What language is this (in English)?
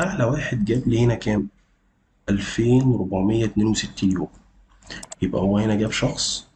Egyptian Arabic